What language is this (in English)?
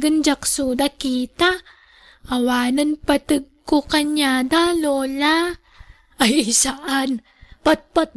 Iloko